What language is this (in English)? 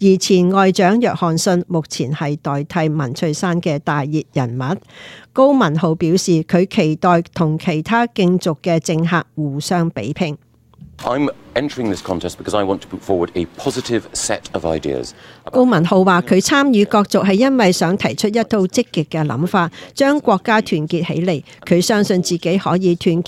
Cantonese